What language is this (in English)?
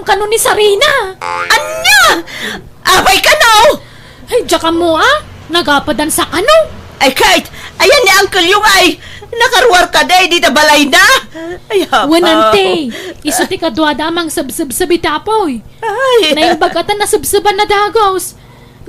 Iloko